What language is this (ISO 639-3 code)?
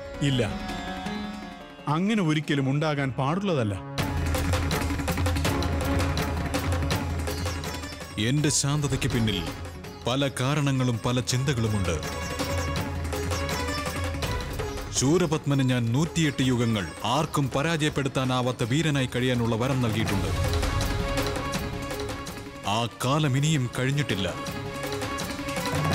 mal